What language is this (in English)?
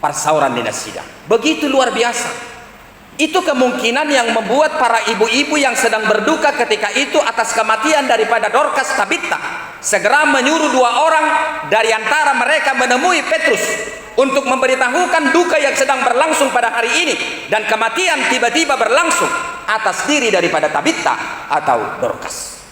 Batak Toba